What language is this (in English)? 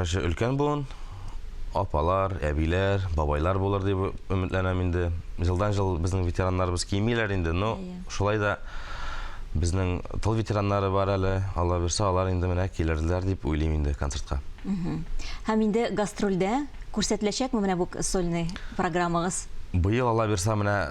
Tatar